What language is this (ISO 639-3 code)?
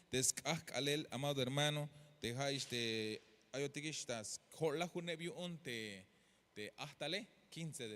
tzh